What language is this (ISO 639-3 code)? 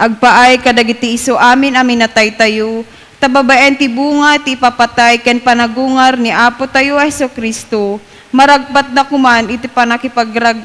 ilo